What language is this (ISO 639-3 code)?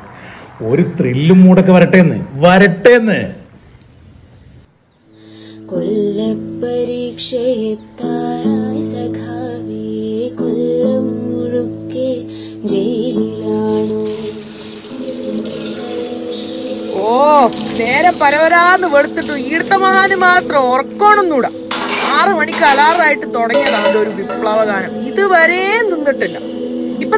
mal